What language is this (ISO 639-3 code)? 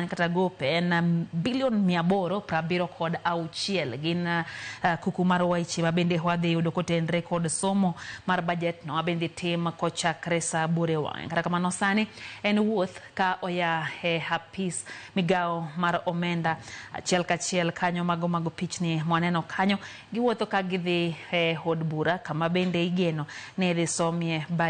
luo